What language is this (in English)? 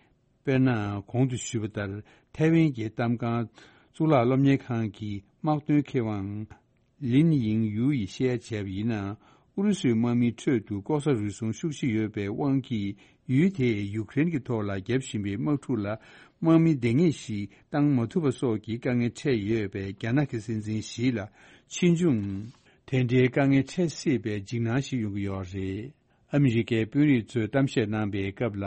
Tibetan